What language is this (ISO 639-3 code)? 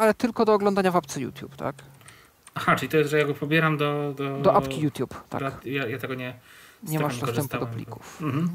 pol